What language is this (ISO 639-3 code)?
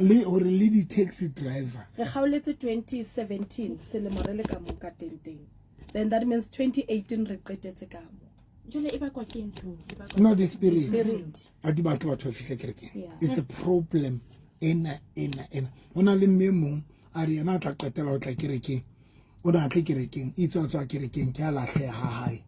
sot